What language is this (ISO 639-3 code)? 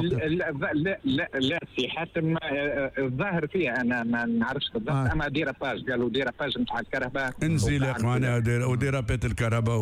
aeb